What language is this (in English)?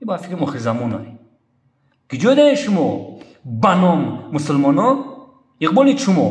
Tajik